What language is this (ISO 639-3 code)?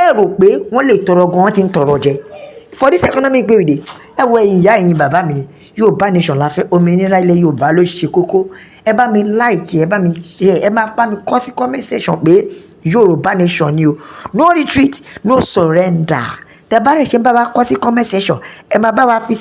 yor